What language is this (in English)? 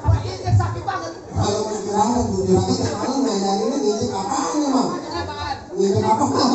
Betawi